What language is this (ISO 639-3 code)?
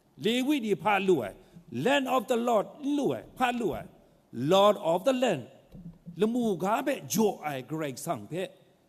kac